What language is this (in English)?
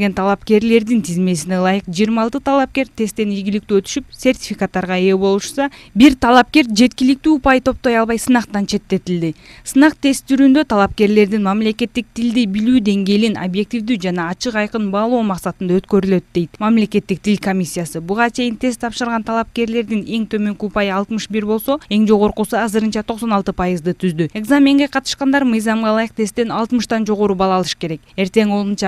Kyrgyz